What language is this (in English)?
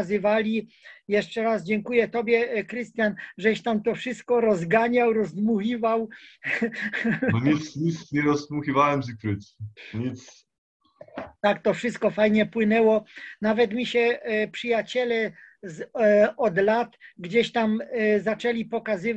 Polish